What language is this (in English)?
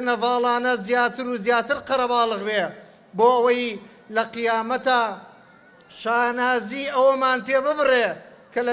Central Kurdish